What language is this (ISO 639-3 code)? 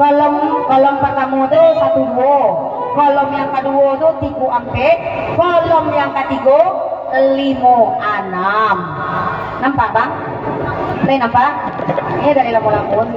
min